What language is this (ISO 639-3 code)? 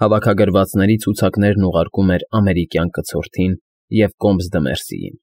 hye